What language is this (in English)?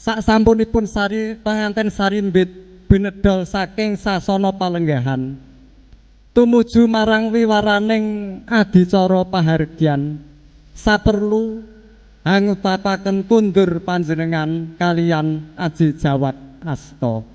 Javanese